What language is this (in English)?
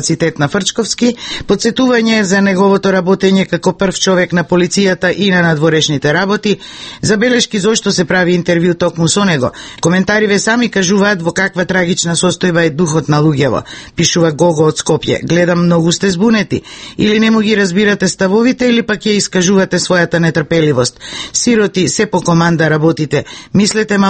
Macedonian